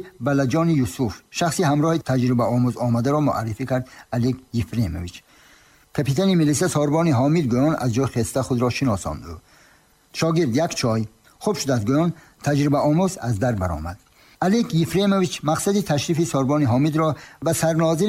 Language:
Tajik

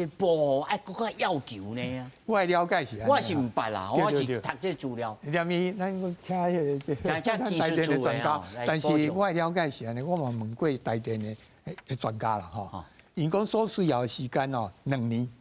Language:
Min Nan Chinese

